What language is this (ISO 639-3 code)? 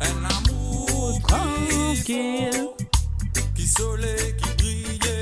mfe